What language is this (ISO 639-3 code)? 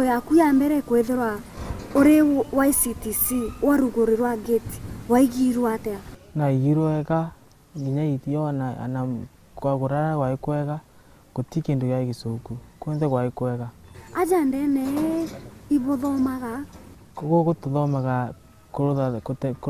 mer